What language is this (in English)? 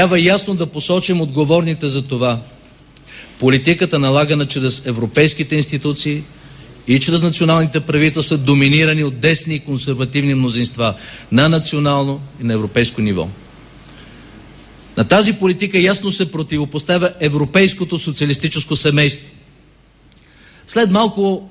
Bulgarian